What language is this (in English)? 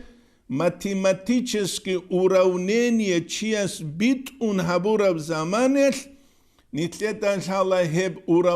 Avaric